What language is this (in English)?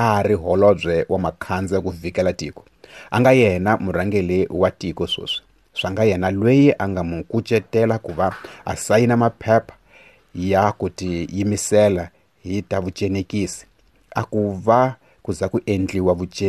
Tsonga